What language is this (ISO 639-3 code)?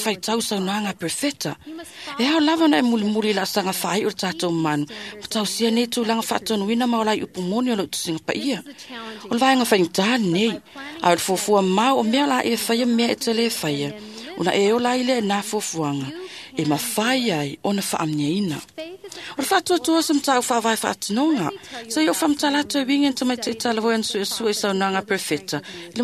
smo